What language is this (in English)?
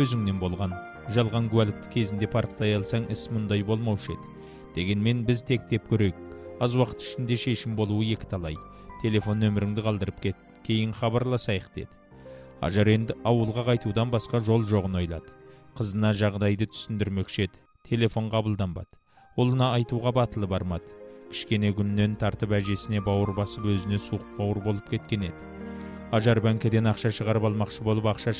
Kazakh